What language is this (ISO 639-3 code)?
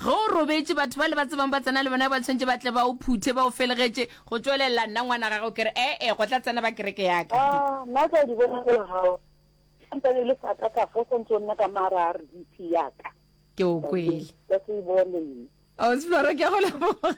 nso